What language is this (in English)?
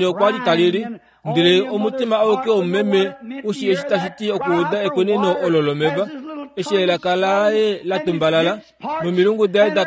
Kuanyama